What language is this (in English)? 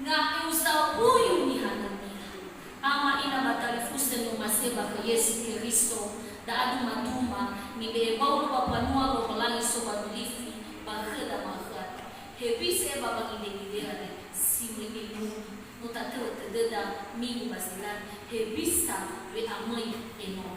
Nias